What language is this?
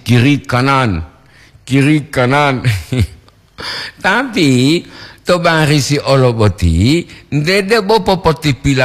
Gorontalo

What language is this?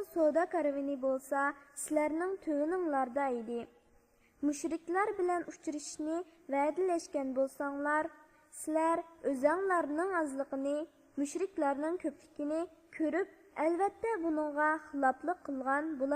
Uyghur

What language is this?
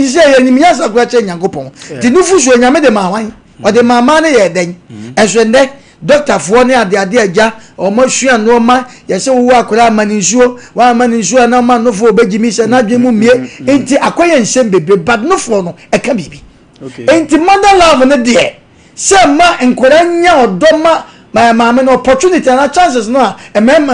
Akan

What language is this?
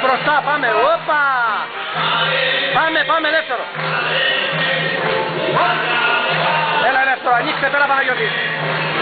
Greek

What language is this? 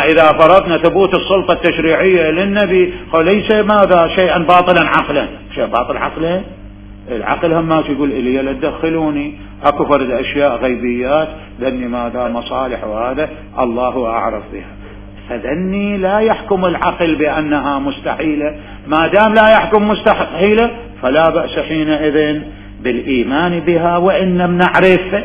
Mesopotamian Arabic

